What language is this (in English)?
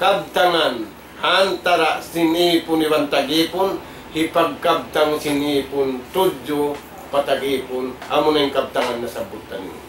Tausug